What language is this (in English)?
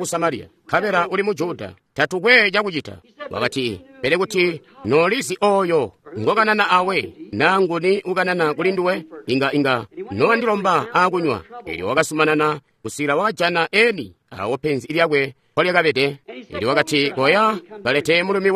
Tonga (Zambia)